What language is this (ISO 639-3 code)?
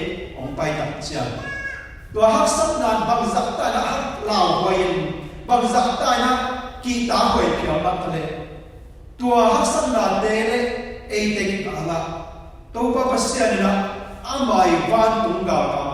ctd